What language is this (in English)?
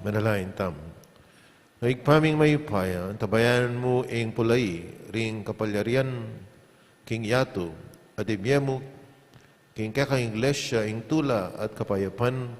Pampanga